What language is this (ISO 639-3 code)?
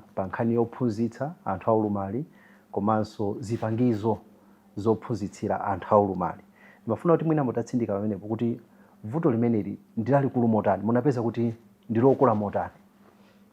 nya